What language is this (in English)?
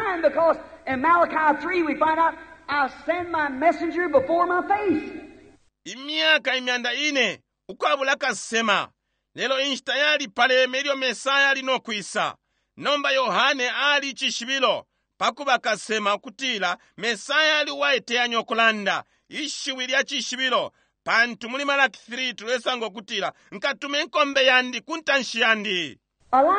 Bemba